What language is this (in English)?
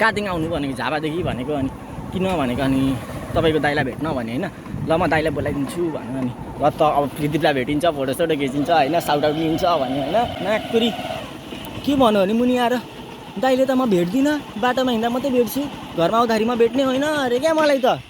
Nepali